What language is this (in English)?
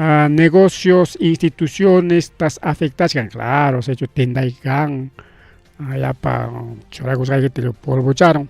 Ayacucho Quechua